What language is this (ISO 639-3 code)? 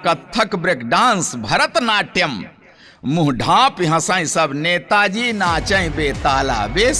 awa